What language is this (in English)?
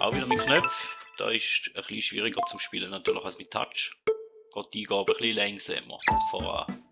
Swiss German